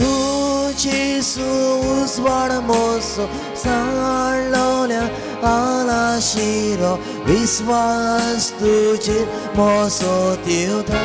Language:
Konkani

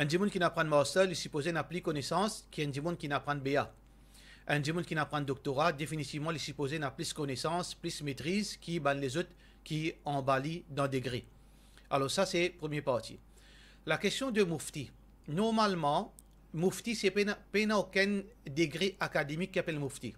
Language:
Morisyen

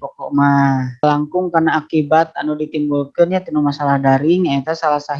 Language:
Sundanese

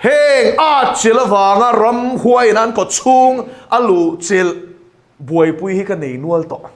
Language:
Mizo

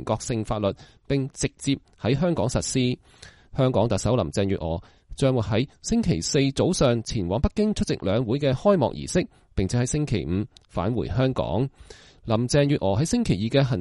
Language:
Cantonese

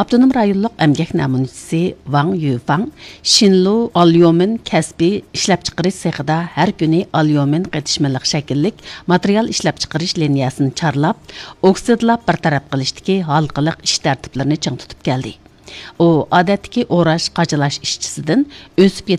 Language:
Uyghur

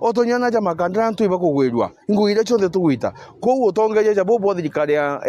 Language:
Meru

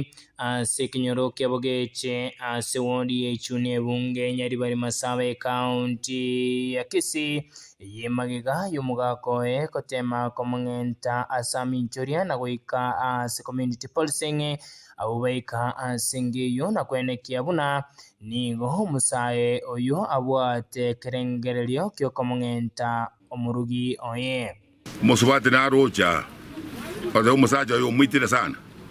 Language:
Gusii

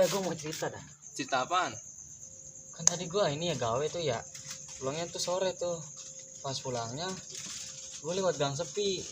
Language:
Betawi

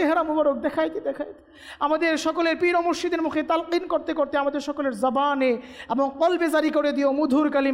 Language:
Bangla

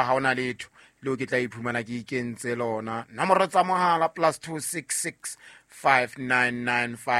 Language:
Southern Sotho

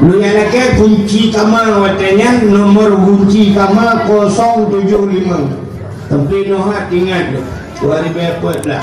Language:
Achinese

